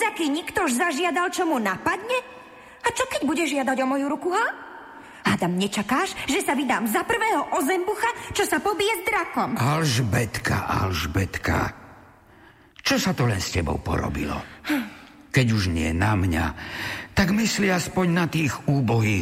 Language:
Slovak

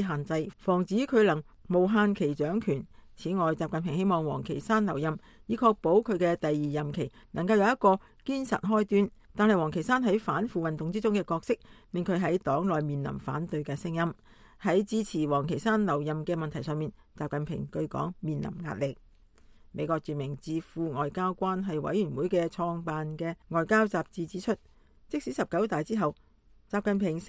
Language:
Cantonese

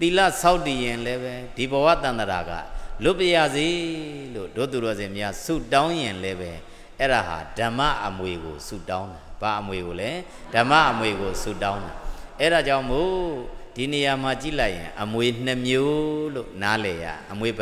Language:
Burmese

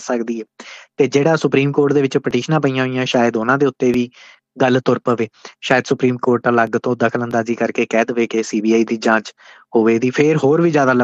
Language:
Punjabi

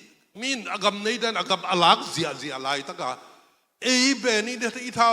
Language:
Tedim Chin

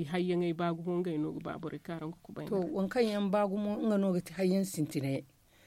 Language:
Zarma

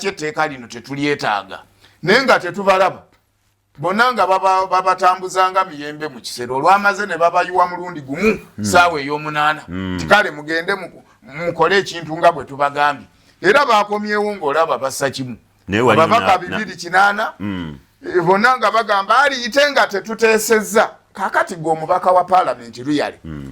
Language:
Ganda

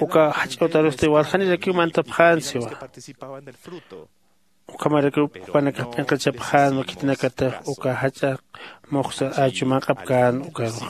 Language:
Aymara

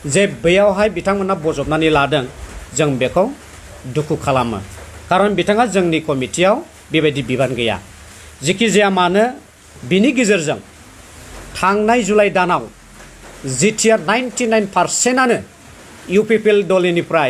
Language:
Bodo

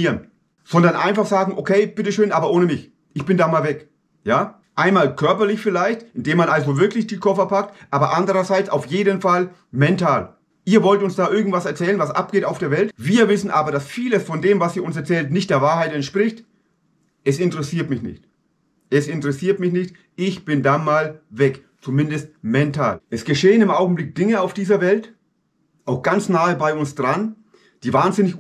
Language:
German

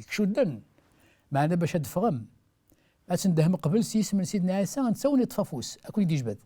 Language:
Kabyle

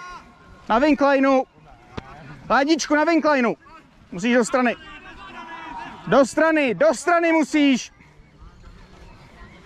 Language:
Czech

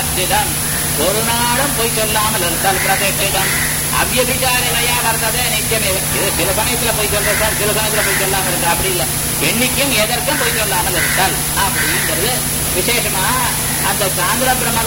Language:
Tamil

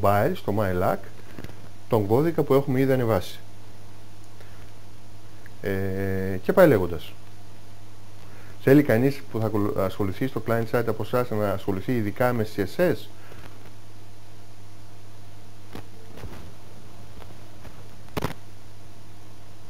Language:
Greek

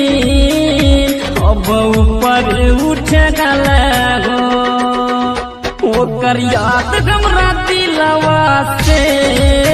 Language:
Bhojpuri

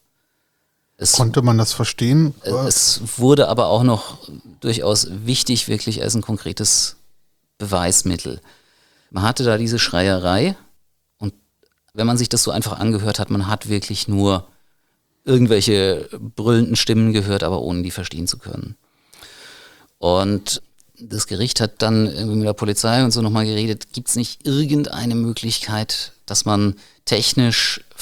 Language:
German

